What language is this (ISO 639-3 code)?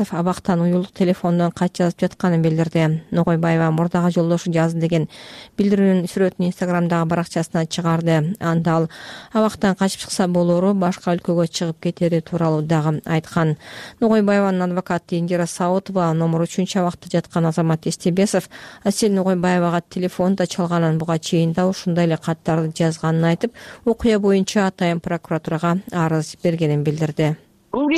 kir